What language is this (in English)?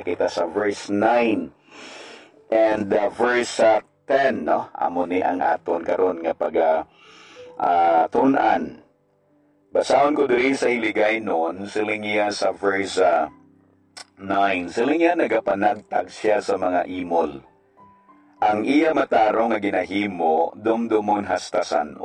Hiligaynon